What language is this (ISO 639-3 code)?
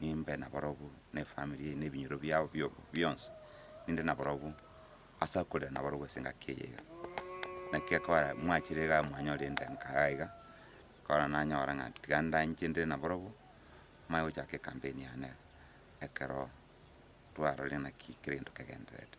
guz